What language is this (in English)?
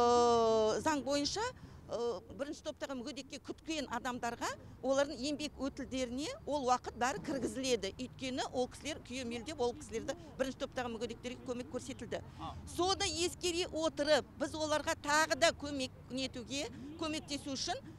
Kazakh